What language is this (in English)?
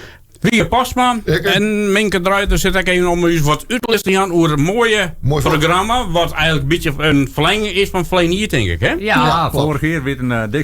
Western Frisian